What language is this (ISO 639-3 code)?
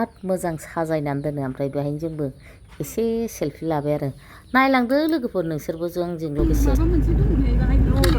brx